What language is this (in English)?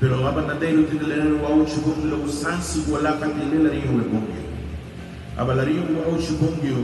Garifuna